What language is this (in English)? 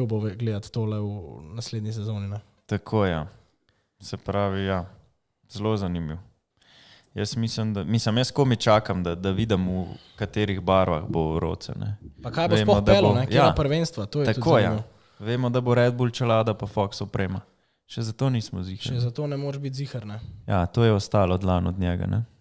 Slovenian